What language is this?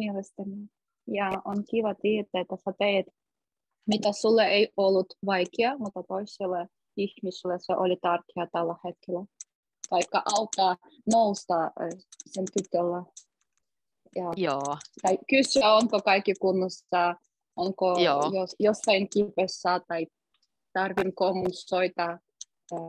Finnish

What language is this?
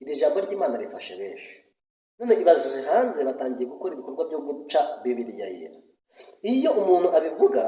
Kinyarwanda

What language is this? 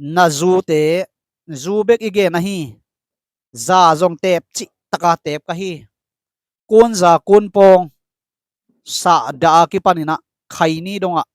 Tedim Chin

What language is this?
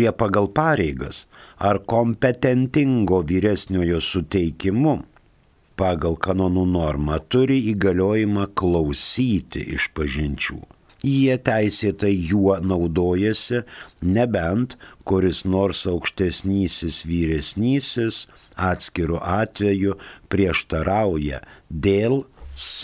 Lithuanian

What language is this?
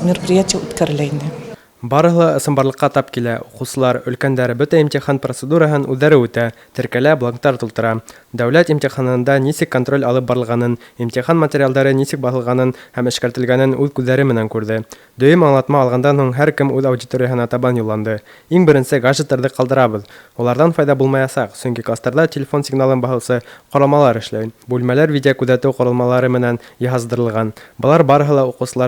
Bashkir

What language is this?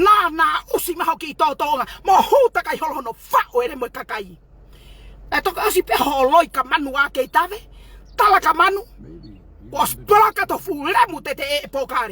Tongan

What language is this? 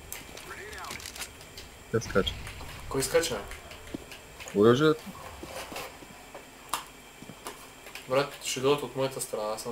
Bulgarian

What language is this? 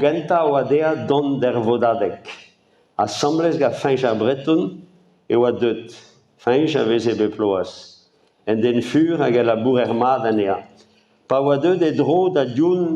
Breton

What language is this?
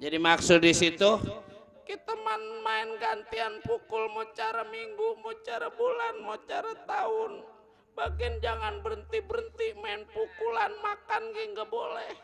Betawi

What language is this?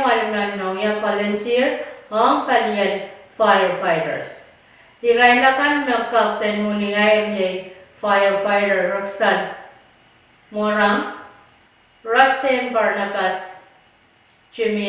Pohnpeian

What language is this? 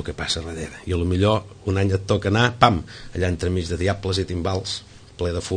Catalan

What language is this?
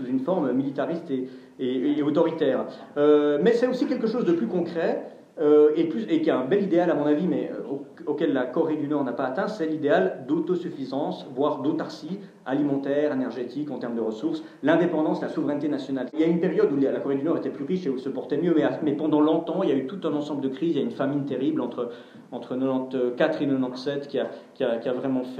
French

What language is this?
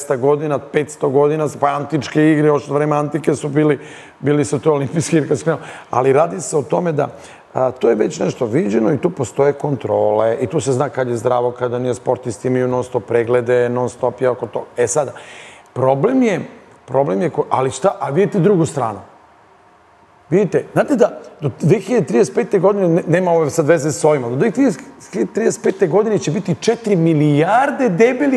Serbian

